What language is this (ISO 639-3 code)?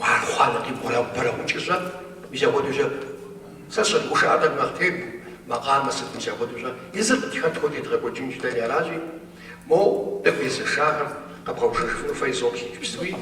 kbd